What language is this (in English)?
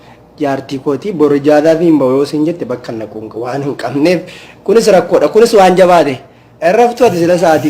Oromo